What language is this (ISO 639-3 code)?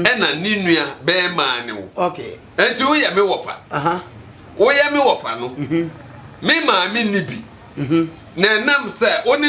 aka